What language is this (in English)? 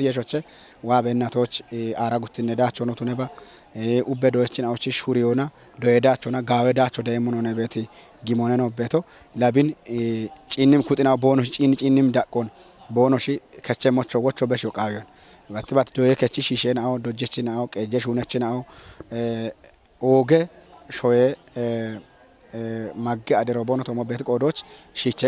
Kafa